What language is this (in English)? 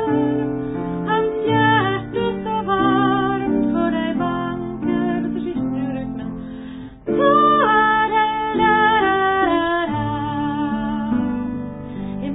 Norwegian